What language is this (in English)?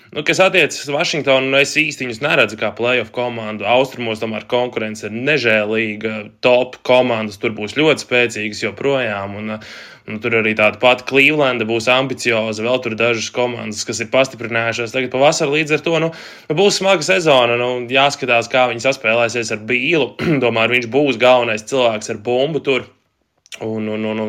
Latvian